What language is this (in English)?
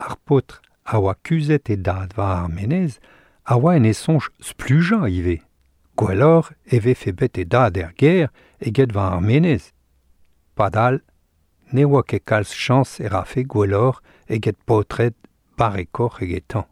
Breton